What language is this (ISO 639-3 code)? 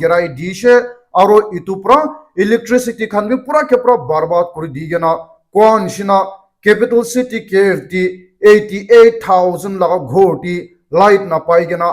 nag